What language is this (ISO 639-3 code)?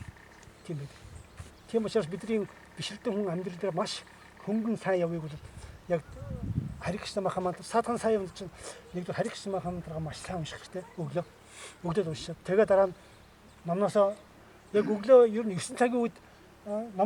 mon